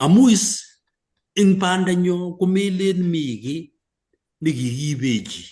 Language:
Kalenjin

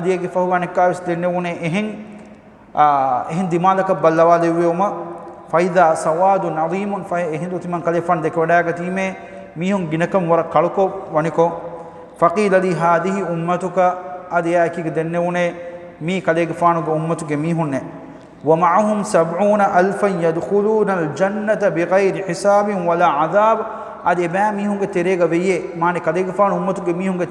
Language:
Divehi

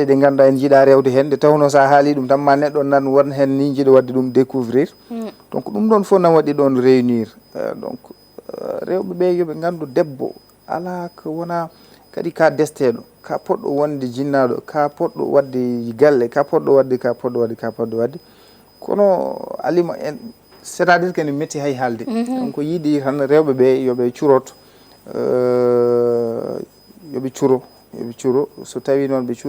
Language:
Fula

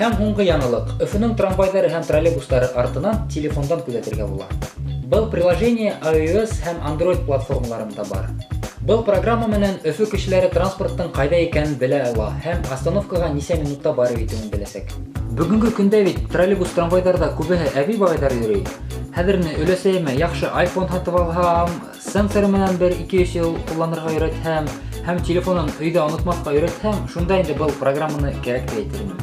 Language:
Bashkir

